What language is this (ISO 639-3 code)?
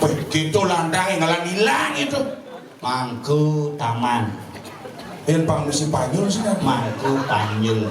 ban